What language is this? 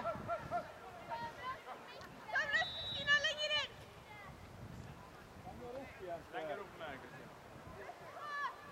Norwegian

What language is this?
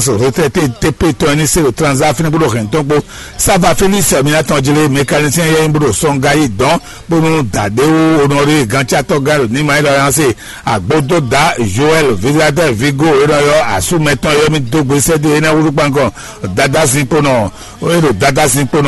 Fon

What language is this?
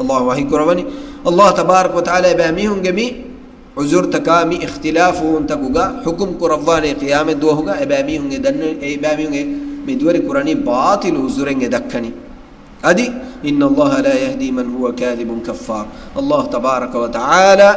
Divehi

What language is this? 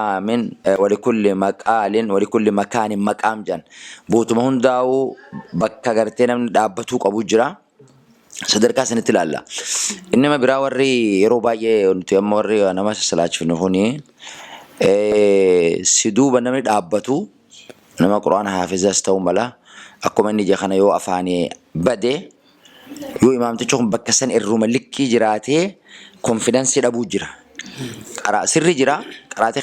Oromo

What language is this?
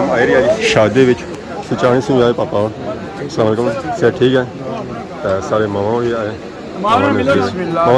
Pahari-Potwari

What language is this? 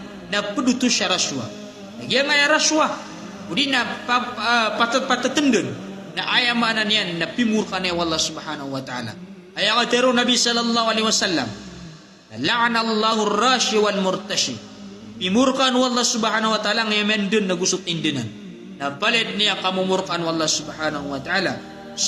Maranao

